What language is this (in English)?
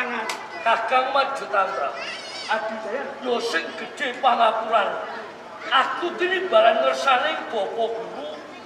Javanese